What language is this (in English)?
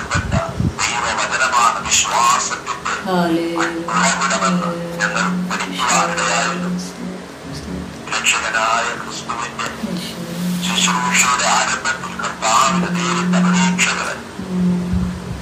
Malayalam